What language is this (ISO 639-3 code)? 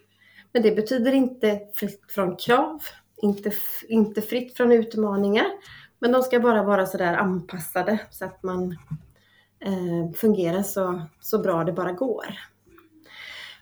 swe